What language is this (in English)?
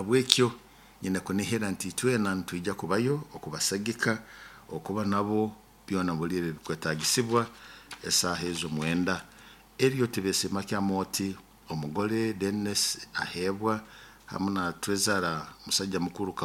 Nyoro